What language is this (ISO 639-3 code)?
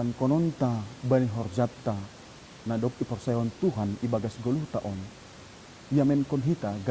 bts